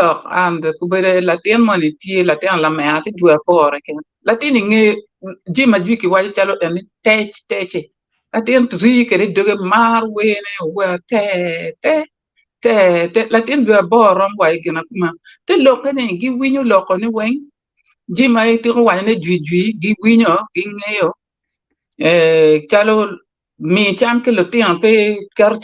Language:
Acoli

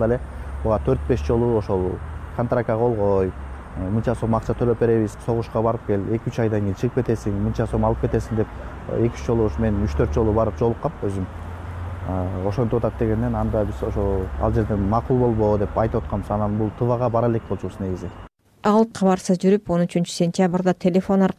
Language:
Kyrgyz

